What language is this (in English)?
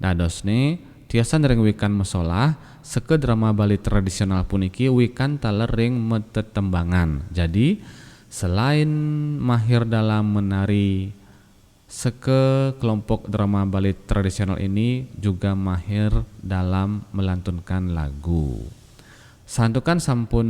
Balinese